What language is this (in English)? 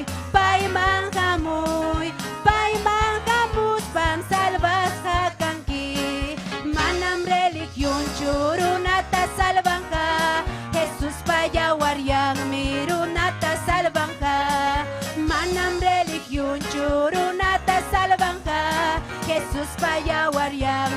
Ayacucho Quechua